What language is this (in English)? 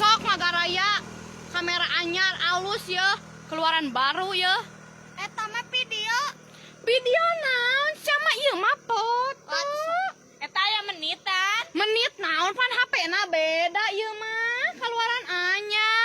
Sundanese